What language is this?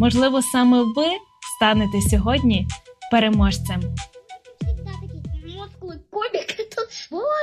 Ukrainian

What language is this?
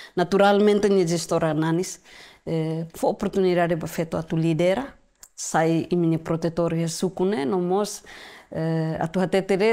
Tetum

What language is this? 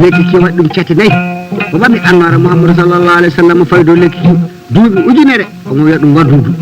Fula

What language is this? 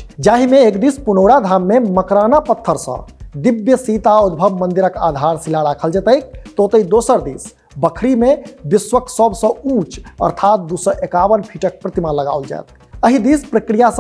Maithili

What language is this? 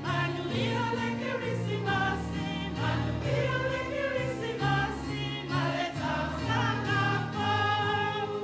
Samoan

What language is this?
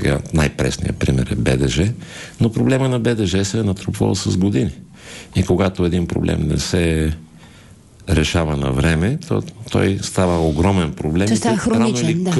Bulgarian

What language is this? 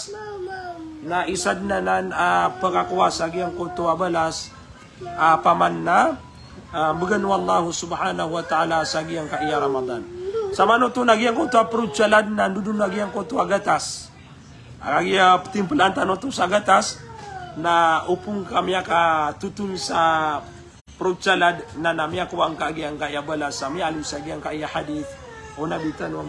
Maranao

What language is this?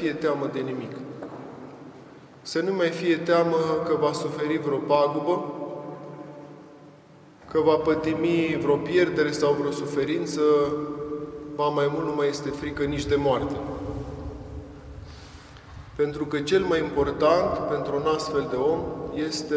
Romanian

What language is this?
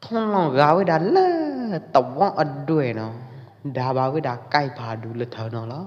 Pwo Eastern Karen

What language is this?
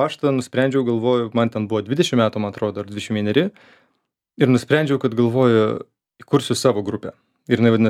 Lithuanian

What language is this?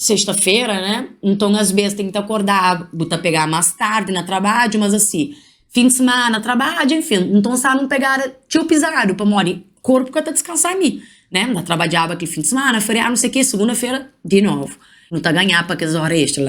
Kabuverdianu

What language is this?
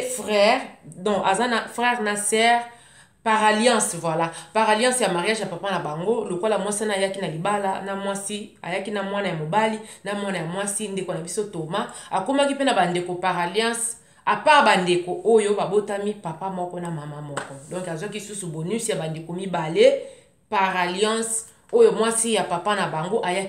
Lingala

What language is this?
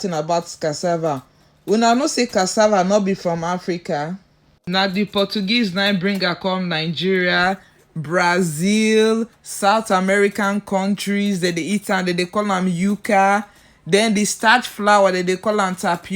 Nigerian Pidgin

